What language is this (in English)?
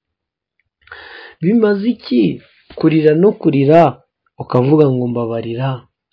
Kinyarwanda